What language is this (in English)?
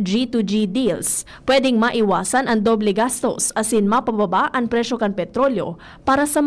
Bikol